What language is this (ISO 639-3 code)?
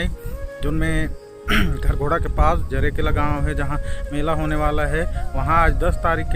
hne